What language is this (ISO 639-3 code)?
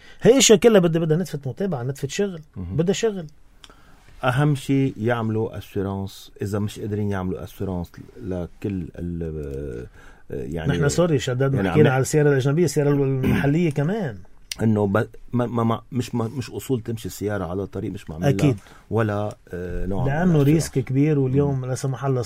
apc